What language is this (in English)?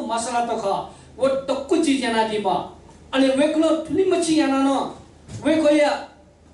Newari